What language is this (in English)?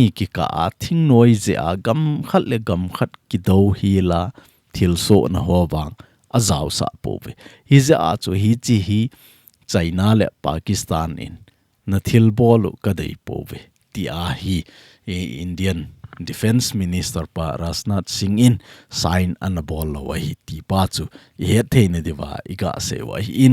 Thado Chin